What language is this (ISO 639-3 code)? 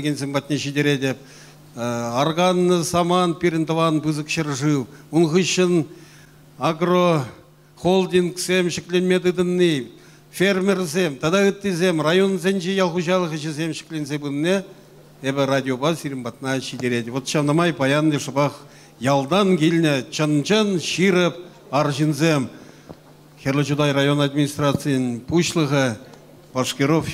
chv